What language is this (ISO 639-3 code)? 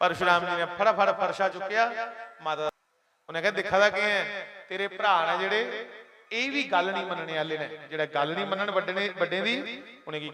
doi